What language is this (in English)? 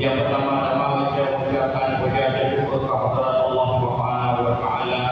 Achinese